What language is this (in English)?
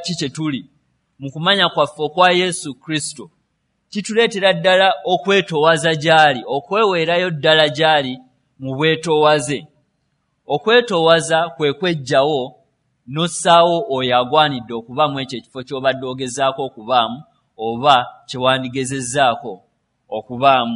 Ganda